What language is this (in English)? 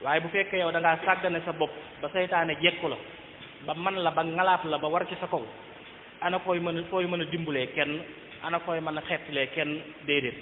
Wolof